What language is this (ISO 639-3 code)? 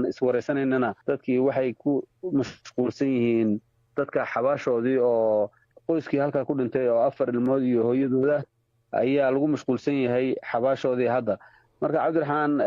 som